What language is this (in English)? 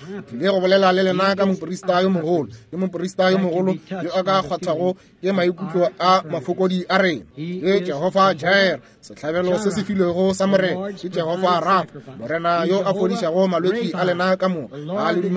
Northern Sotho